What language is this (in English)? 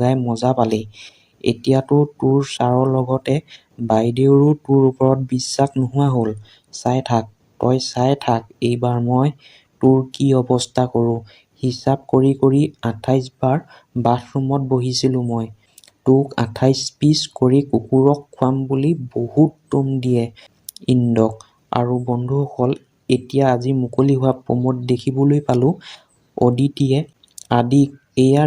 Assamese